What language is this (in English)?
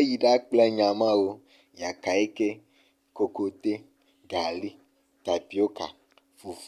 Ewe